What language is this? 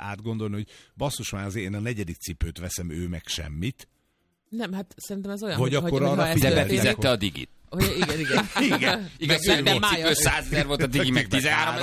Hungarian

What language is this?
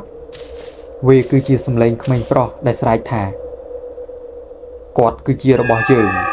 Khmer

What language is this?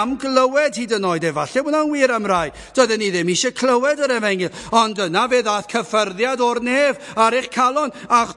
Welsh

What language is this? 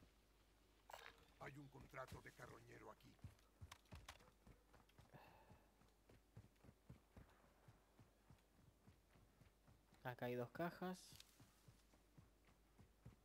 Spanish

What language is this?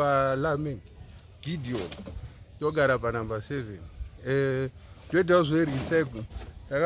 Shona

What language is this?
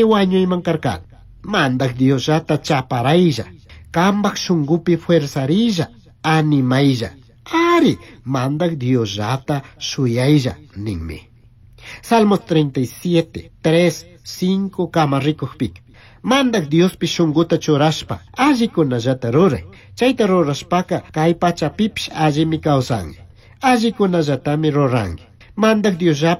Chimborazo Highland Quichua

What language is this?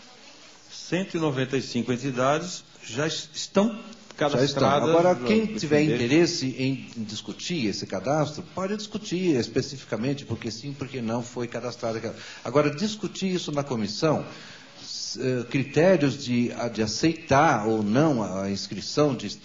Portuguese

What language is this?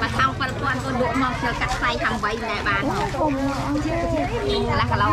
Khmer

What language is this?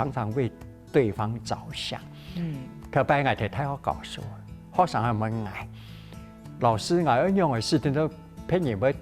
Hakka Chinese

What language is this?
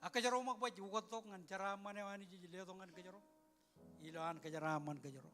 Marshallese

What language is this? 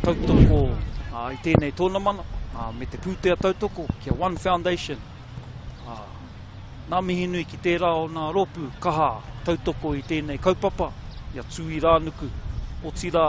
Māori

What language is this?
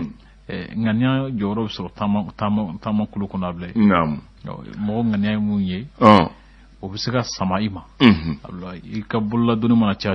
Bambara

